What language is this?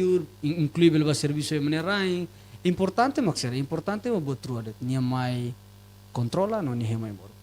Tetum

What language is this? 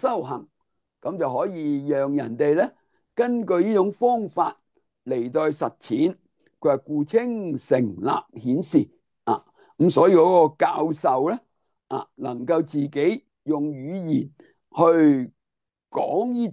Cantonese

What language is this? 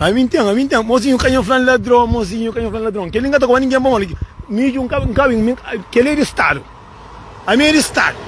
Kabuverdianu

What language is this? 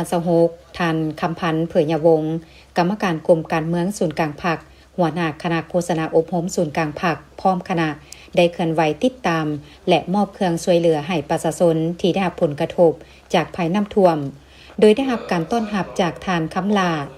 Lao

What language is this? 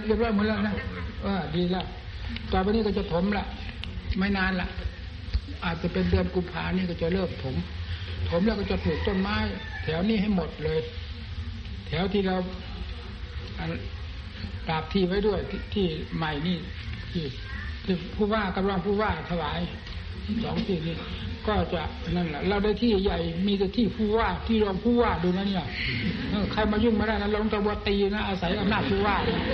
Thai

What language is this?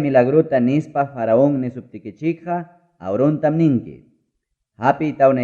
Ayacucho Quechua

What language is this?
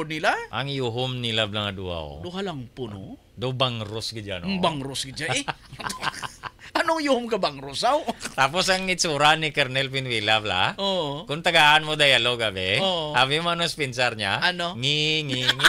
Hiligaynon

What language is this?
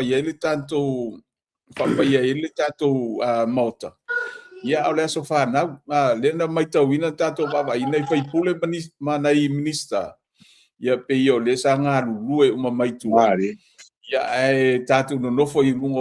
Samoan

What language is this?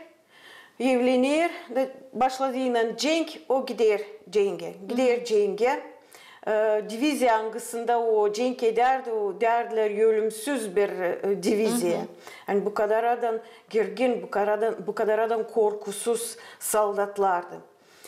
Gagauz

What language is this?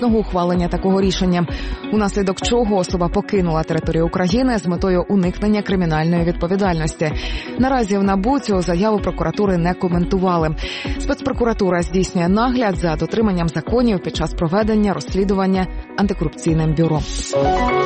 Ukrainian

